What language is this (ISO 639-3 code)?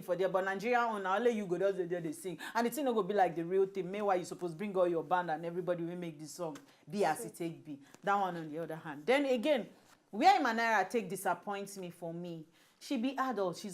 pcm